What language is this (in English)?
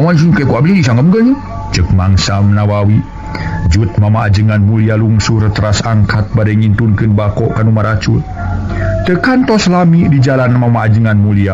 Sundanese